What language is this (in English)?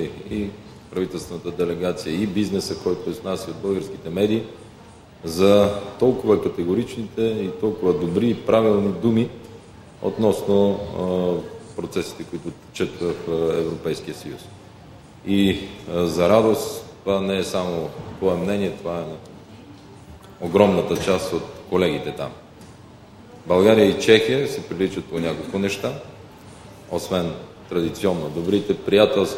Bulgarian